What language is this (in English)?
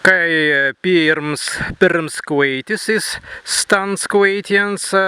Prussian